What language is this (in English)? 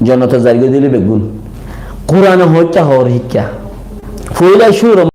Rohingya